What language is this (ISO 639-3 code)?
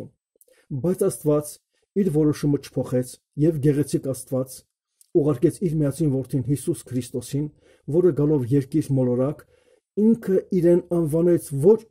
hye